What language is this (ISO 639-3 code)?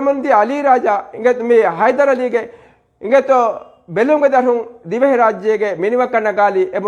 div